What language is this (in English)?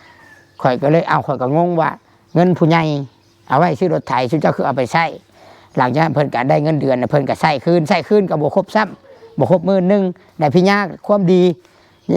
Northeastern Thai